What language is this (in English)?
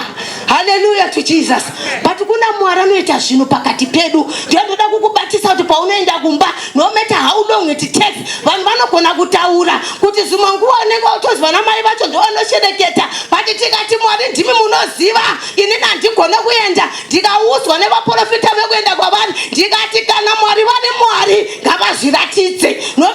Shona